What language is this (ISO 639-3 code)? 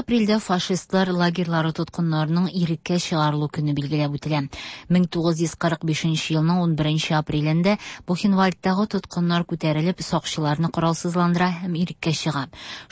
tat